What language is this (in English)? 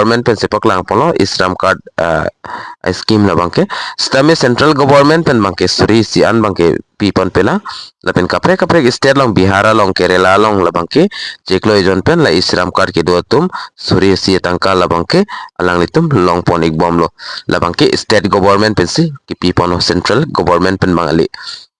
Karbi